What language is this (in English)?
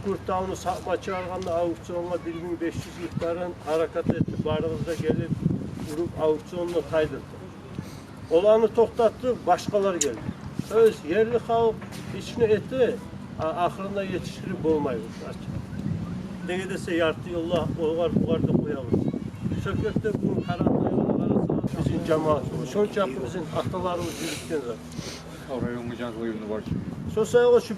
Kumyk